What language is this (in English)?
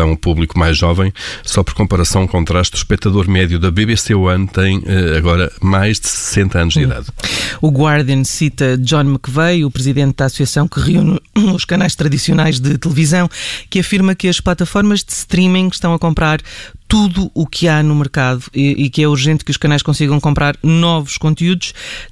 Portuguese